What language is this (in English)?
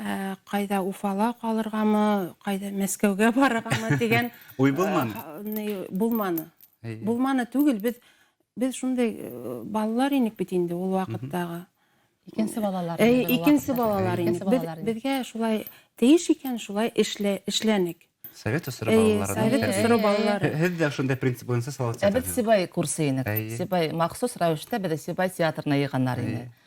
Bashkir